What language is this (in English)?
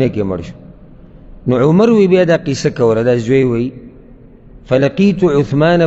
Pashto